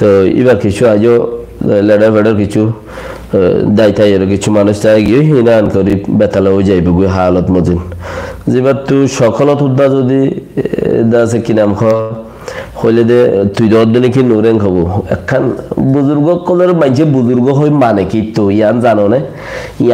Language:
Rohingya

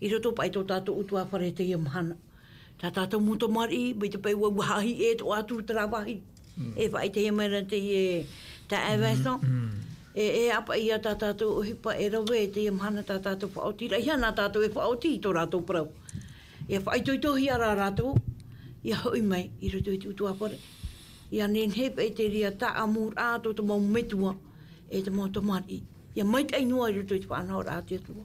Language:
Tahitian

